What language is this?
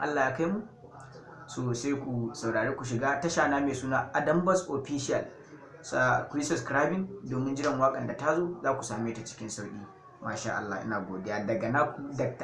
Hausa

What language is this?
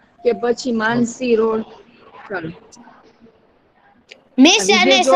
Gujarati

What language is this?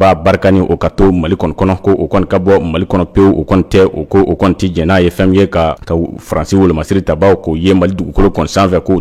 Bambara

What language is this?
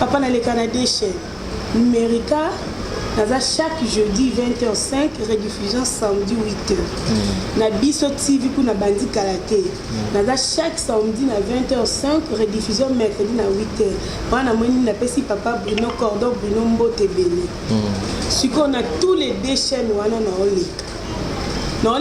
Lingala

